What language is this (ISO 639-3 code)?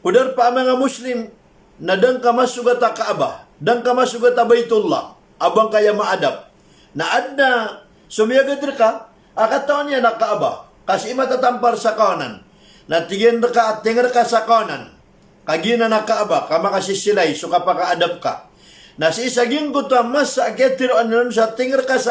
mrw